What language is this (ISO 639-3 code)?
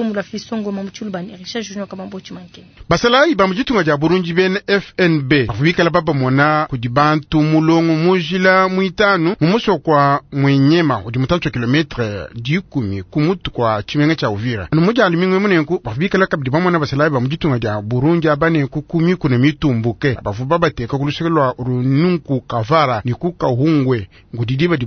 lua